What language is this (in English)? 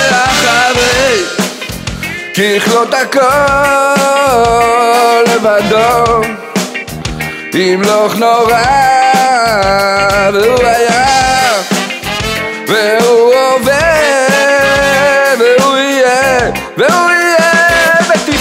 Hebrew